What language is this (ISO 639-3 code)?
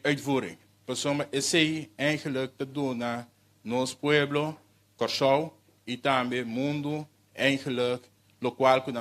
pap